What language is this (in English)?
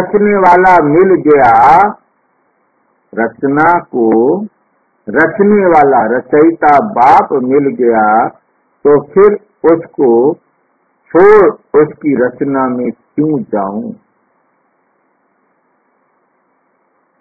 Hindi